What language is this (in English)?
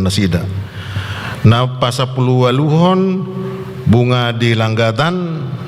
Batak Toba